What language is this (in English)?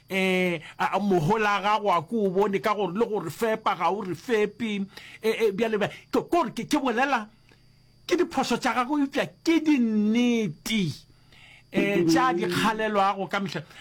Northern Sotho